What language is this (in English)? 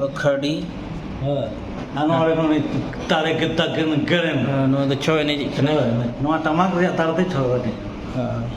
Santali